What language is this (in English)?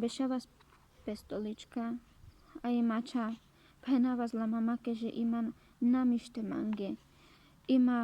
Carpathian Romani